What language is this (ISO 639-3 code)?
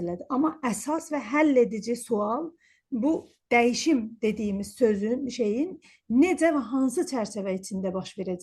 azb